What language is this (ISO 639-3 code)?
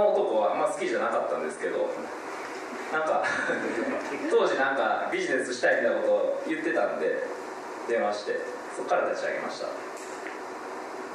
jpn